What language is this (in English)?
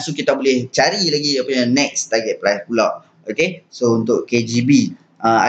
Malay